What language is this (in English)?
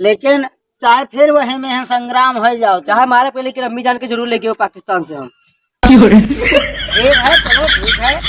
Awadhi